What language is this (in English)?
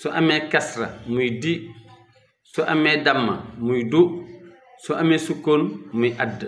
Wolof